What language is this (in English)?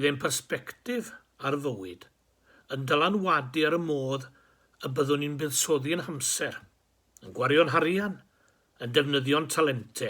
Welsh